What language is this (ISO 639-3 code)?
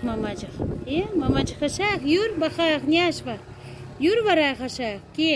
crh